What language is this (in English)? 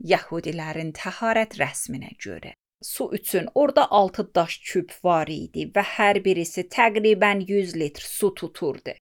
Azerbaijani